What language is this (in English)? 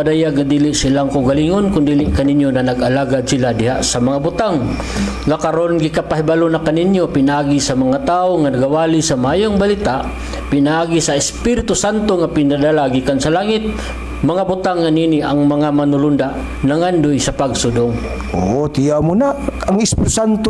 Cebuano